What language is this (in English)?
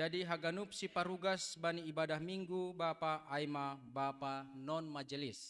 Batak Simalungun